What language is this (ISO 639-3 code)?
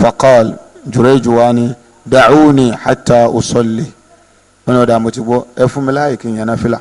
yor